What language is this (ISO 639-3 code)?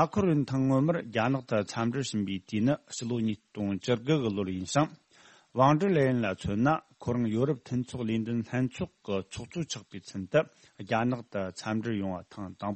bod